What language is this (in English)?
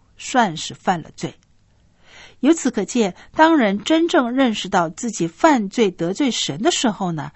Chinese